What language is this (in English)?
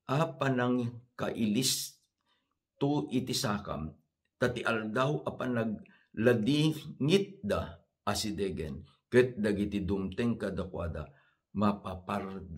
Iloko